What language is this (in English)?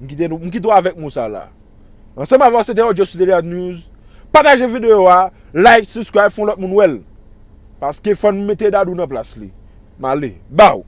Haitian Creole